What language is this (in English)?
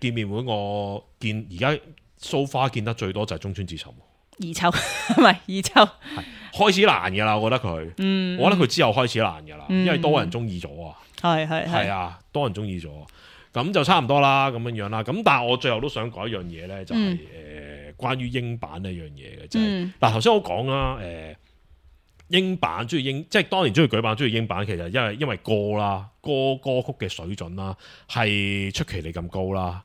Cantonese